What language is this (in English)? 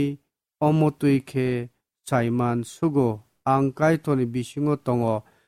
Kok Borok